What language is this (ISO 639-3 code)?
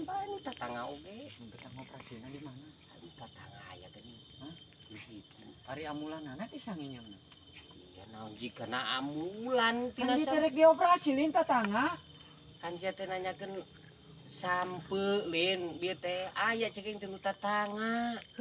sun